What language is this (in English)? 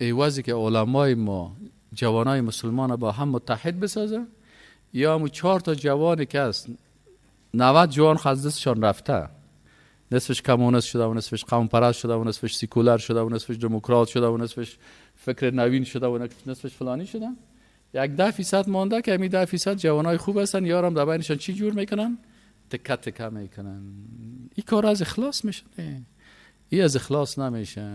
Persian